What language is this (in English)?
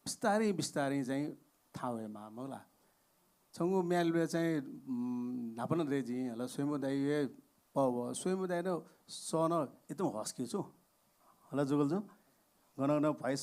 Newari